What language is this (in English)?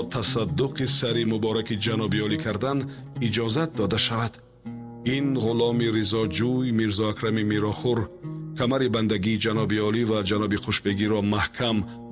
Tajik